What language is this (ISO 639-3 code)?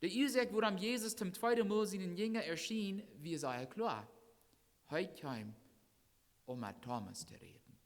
pdt